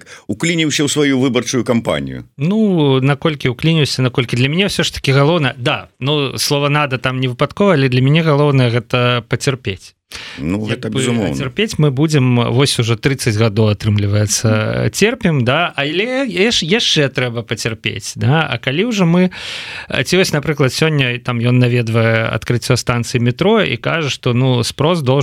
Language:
Belarusian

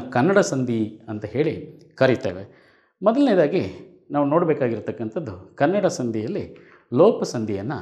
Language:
Kannada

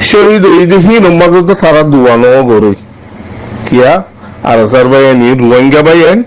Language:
Rohingya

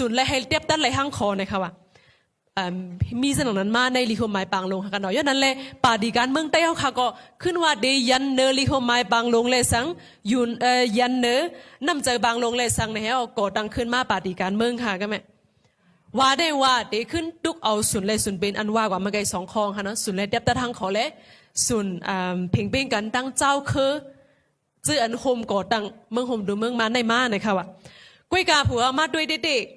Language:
Shan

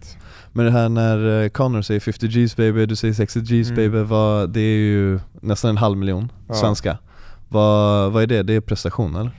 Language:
Swedish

